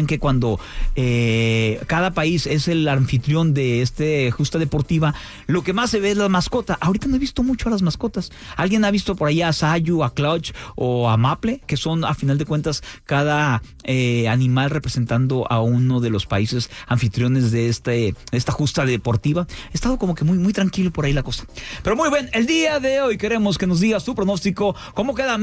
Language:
Spanish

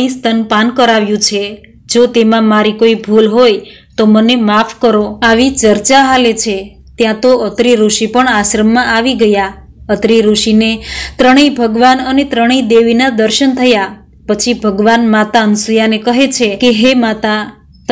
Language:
Gujarati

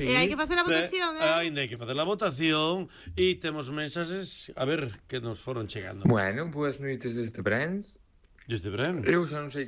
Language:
Galician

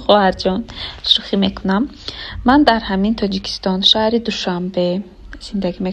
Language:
Tajik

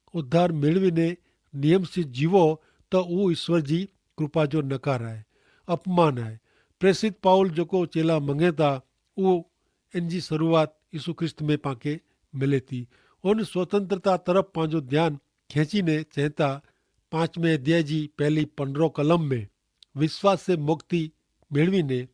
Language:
Kachhi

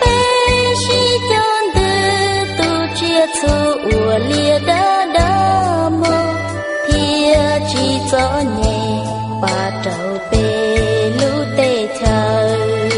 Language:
Hmong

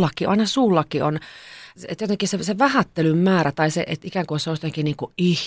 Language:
Finnish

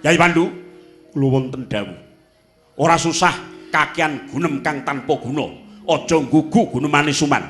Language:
Javanese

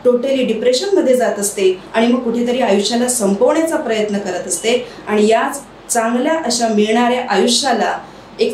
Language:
Marathi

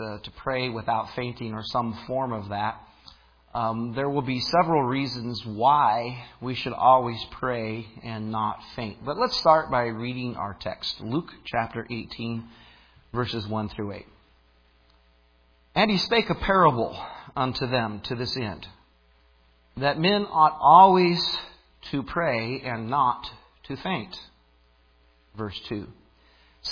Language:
English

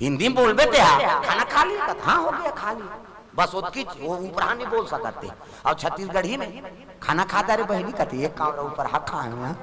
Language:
Chhattisgarhi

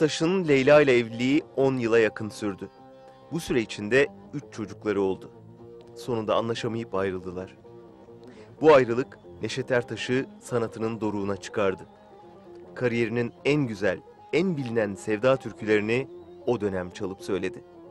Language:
Turkish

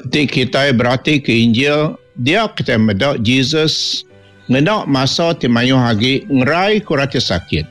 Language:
Iban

